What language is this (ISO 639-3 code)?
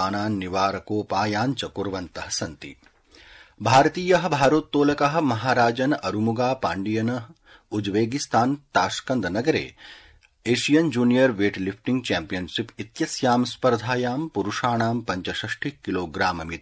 san